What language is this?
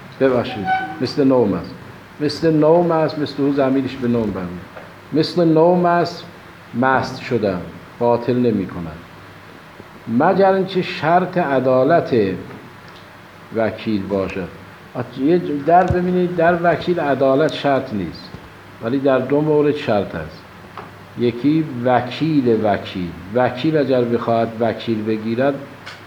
Persian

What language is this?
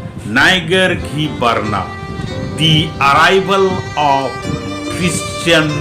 Kurukh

